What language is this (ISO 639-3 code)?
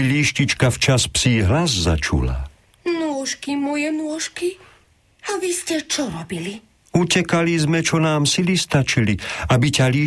slk